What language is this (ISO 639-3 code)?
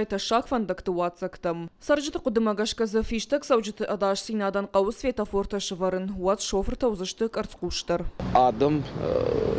oss